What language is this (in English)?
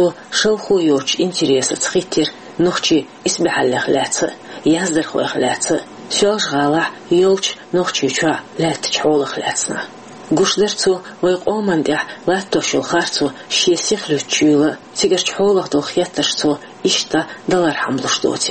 Chechen